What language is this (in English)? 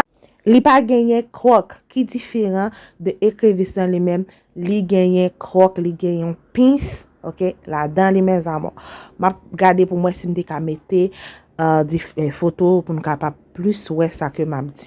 Haitian Creole